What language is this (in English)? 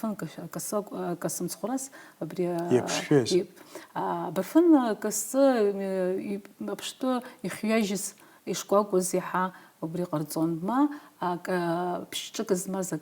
Abkhazian